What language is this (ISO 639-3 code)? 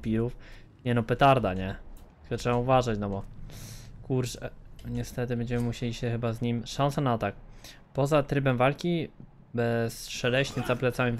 pol